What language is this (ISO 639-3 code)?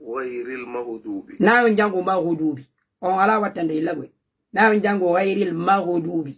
ful